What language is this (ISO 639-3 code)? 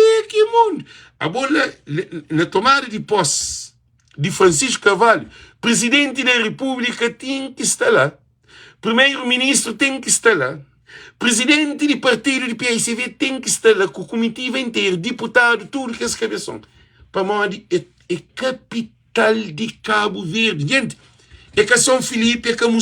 kea